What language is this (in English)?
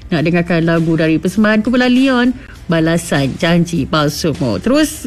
Malay